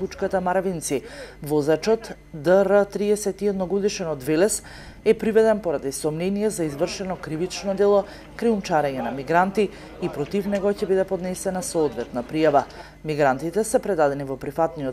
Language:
Macedonian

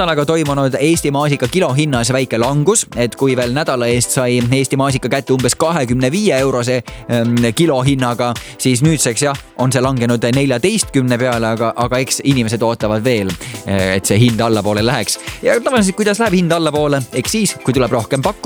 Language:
Estonian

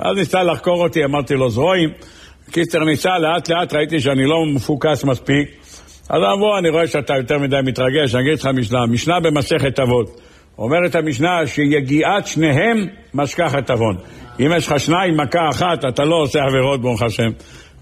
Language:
Hebrew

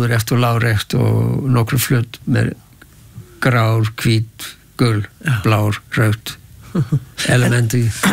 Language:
Icelandic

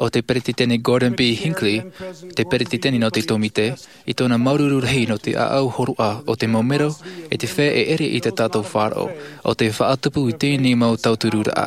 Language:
Tahitian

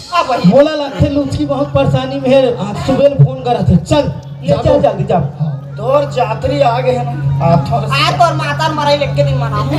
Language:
Chhattisgarhi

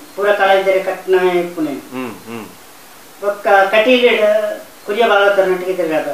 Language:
Tulu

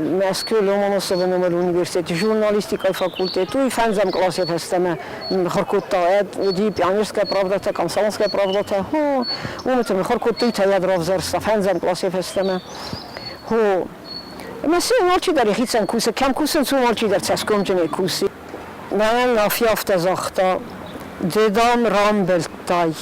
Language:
Ossetic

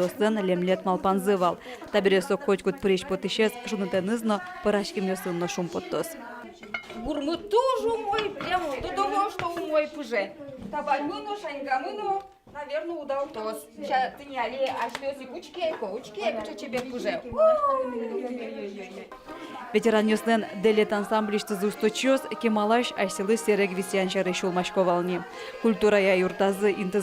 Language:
Udmurt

